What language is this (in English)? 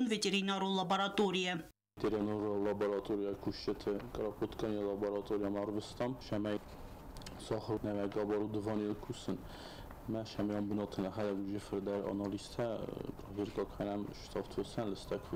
Ossetic